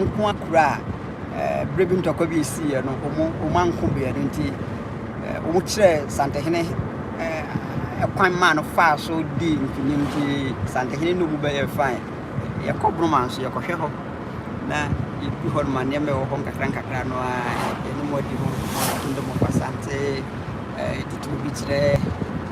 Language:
Akan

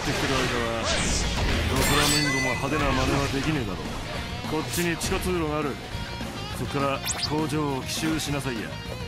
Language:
Japanese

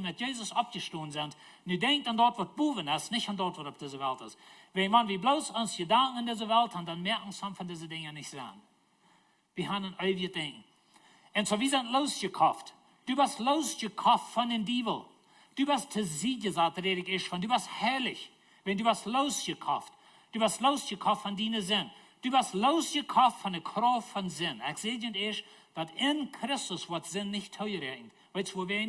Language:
Plautdietsch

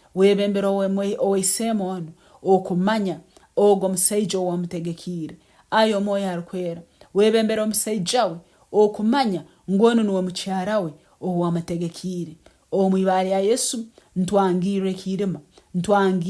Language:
Nyankole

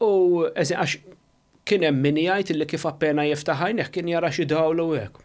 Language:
Maltese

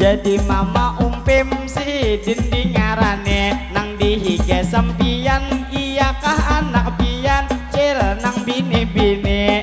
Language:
Banjar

